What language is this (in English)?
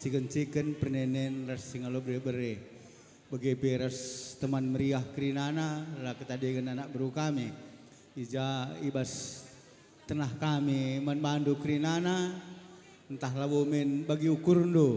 Batak Karo